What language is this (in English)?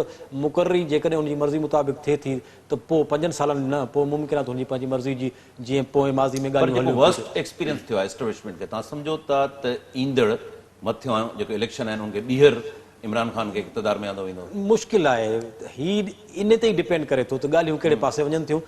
Sindhi